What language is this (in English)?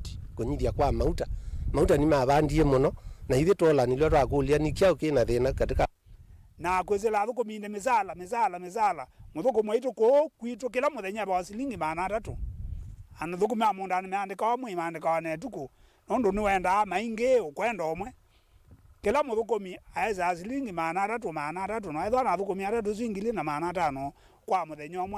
Kamba